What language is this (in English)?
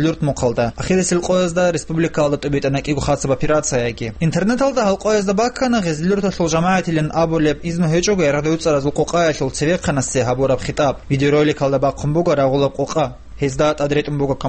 Avaric